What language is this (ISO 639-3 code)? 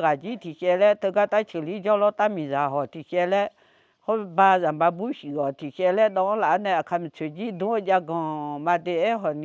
ahk